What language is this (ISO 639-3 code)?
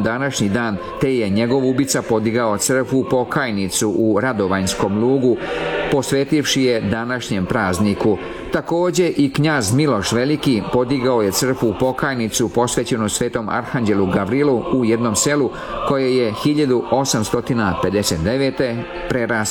srp